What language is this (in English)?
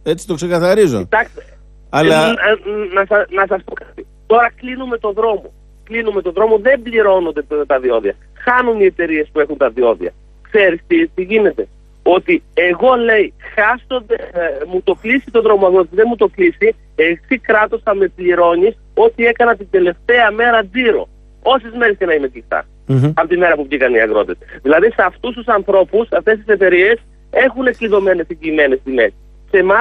Greek